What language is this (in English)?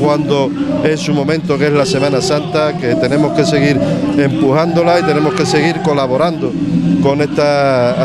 Spanish